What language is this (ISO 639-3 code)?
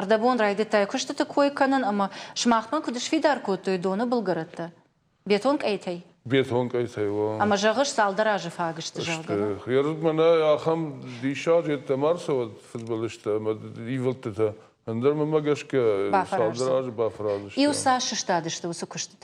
oss